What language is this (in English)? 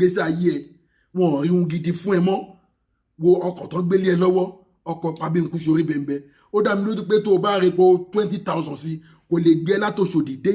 Yoruba